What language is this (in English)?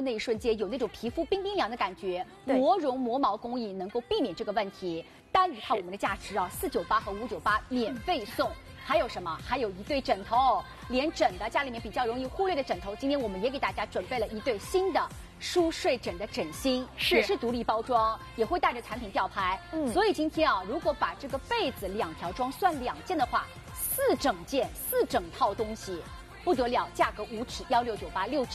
Chinese